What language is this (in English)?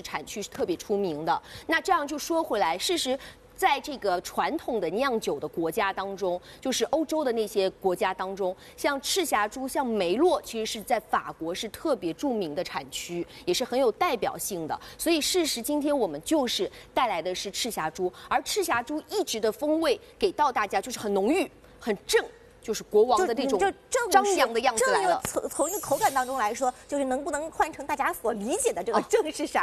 Chinese